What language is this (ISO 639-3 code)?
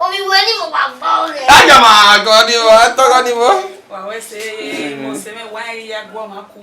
bin